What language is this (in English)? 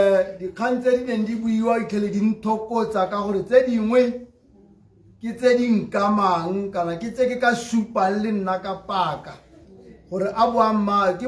Tswana